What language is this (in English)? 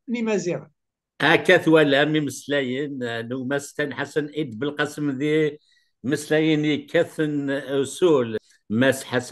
Kabyle